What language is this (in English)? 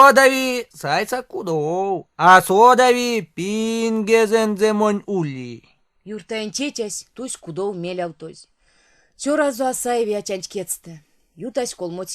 Erzya